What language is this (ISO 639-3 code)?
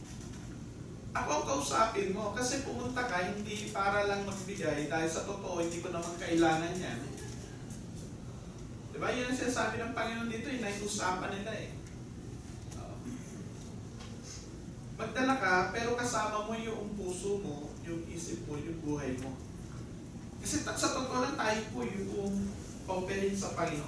fil